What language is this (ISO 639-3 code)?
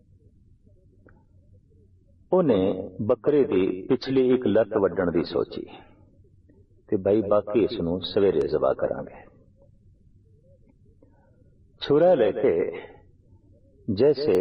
pan